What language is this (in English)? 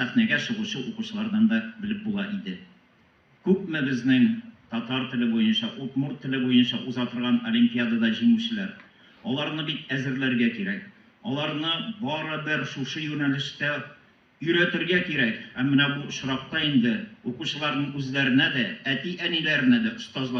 Tatar